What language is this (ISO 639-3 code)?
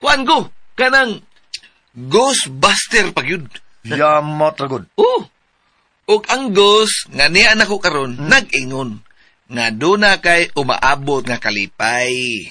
ceb